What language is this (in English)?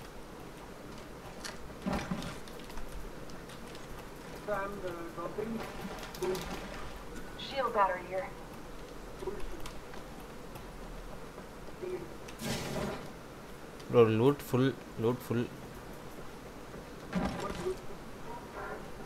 English